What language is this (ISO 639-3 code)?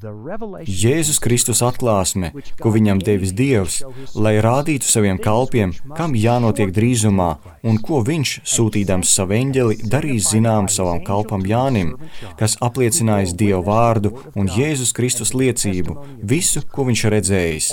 lav